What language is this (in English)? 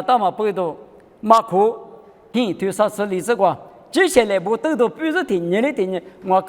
Lisu